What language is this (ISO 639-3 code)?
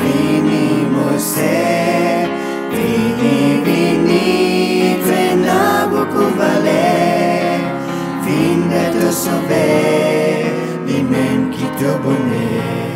mfe